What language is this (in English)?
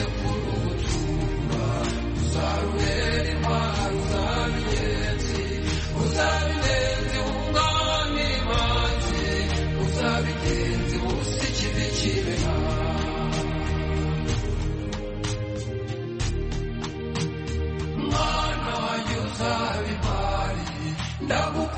Kinyarwanda